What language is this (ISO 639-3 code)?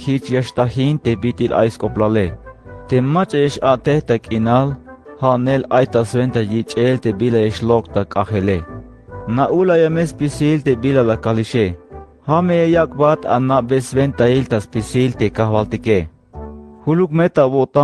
tzh